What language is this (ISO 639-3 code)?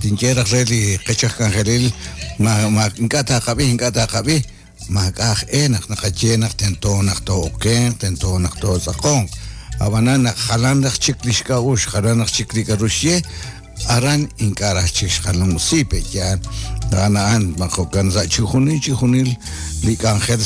kek